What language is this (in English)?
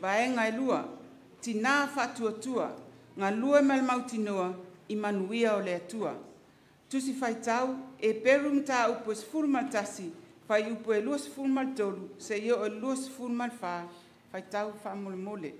Samoan